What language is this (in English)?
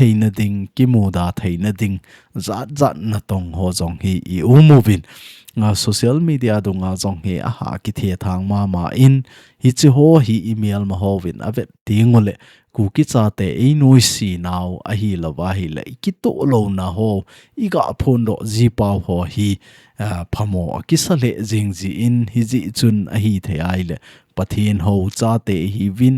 Thado Chin